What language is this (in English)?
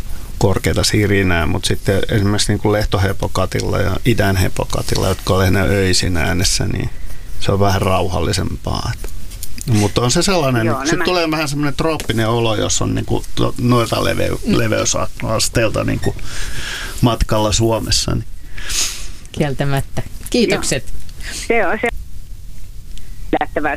Finnish